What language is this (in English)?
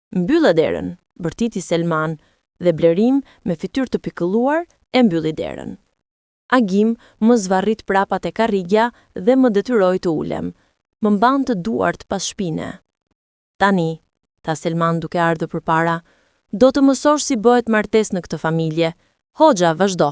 Albanian